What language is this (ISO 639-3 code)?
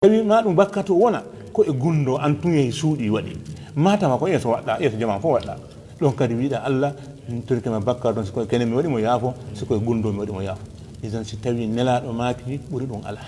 ful